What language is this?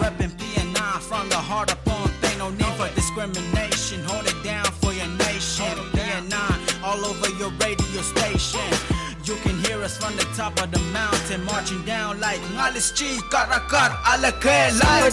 Pohnpeian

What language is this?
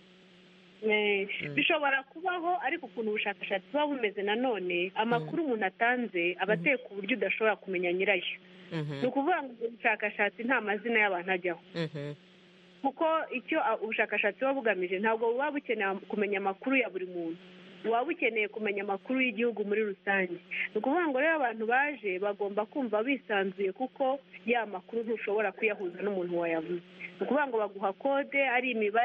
Kinyarwanda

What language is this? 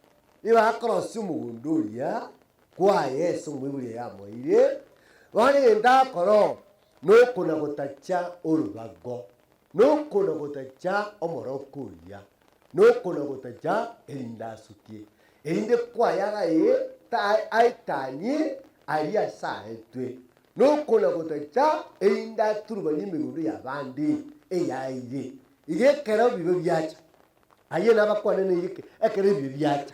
Gusii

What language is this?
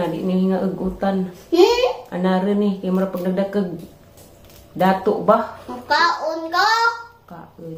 Cebuano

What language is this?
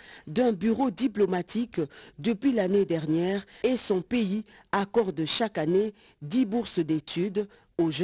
French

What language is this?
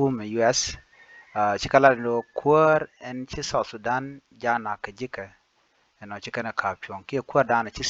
Nuer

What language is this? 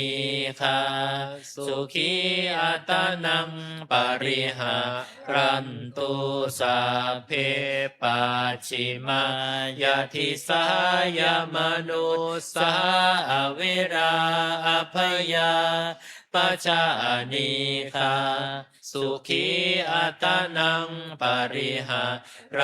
Pali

